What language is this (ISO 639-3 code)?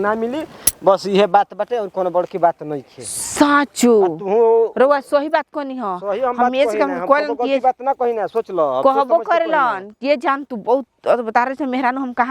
bho